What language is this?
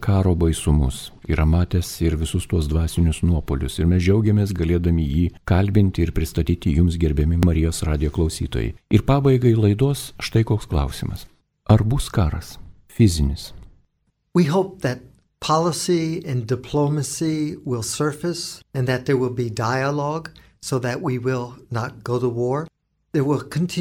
Lithuanian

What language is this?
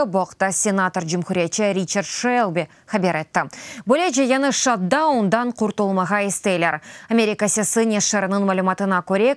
Crimean Tatar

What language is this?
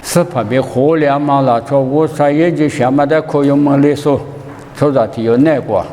Lisu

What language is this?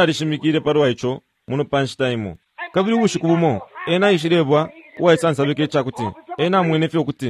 Bemba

